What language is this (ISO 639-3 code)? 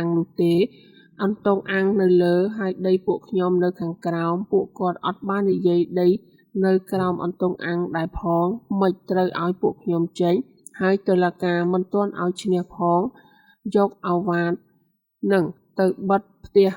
khm